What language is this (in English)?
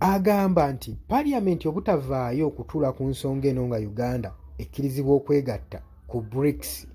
Ganda